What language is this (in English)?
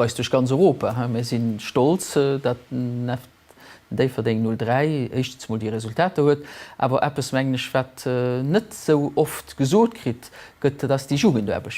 Luxembourgish